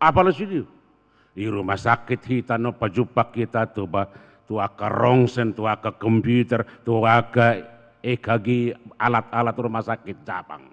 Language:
Batak Toba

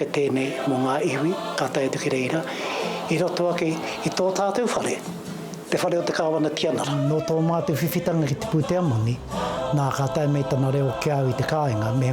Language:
Māori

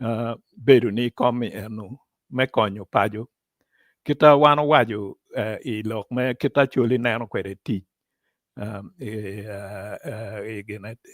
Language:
Acoli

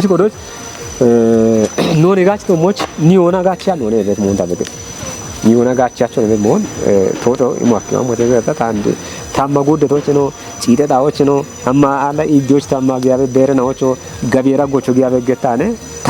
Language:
Kafa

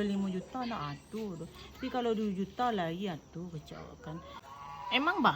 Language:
Minangkabau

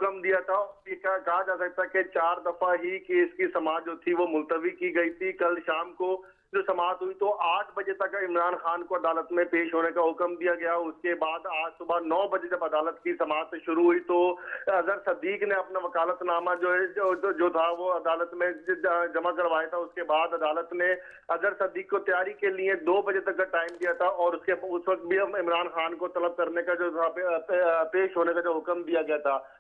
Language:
Urdu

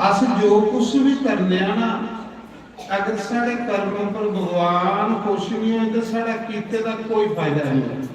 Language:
Dogri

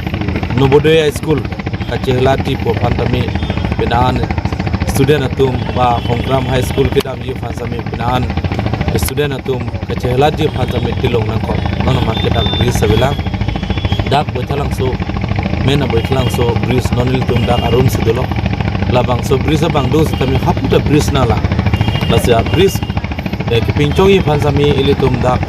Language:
Karbi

